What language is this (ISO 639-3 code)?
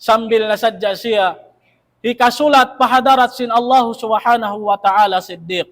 tsg